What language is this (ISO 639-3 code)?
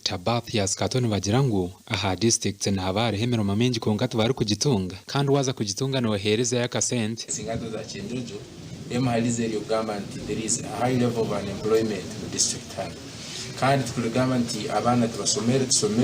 nyn